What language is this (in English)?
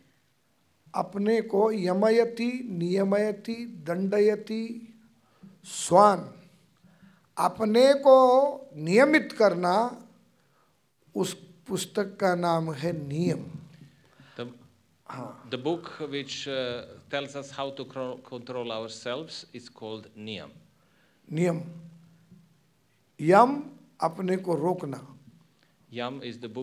Hindi